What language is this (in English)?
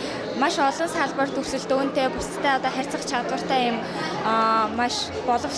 Mongolian